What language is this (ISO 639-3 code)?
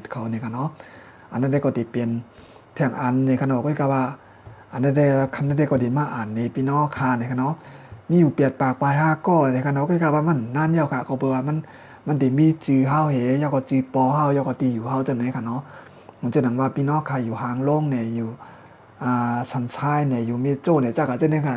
shn